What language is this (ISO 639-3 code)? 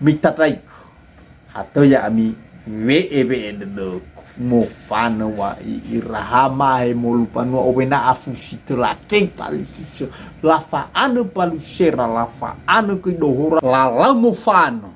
nia